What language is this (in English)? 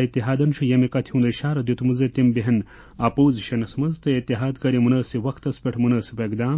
Kashmiri